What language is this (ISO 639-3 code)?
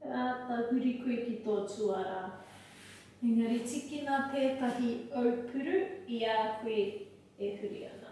mri